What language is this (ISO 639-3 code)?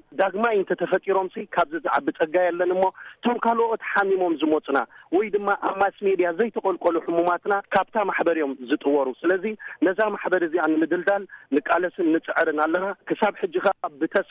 tir